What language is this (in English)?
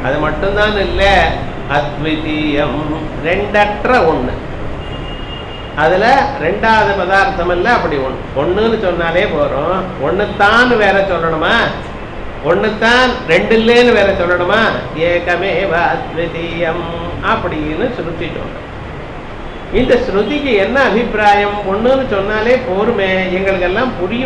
Tamil